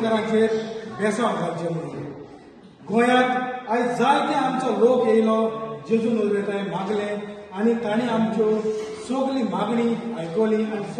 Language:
Konkani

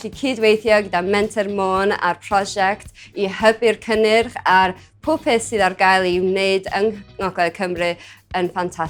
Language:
Welsh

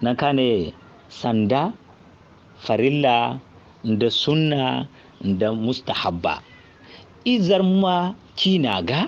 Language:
Zarma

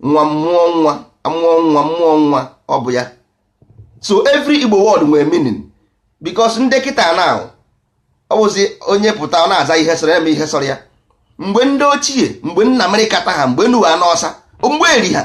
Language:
Igbo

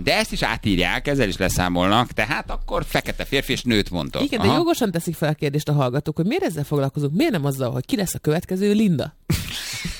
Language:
Hungarian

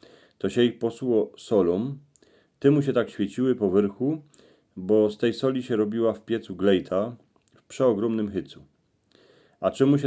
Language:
Silesian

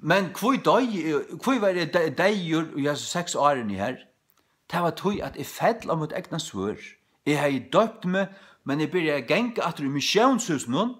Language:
Faroese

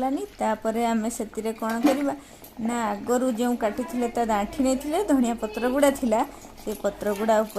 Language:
Odia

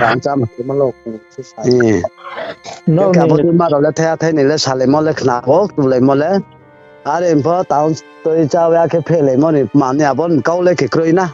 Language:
Riang (India)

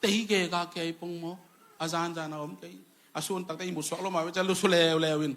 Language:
Tedim Chin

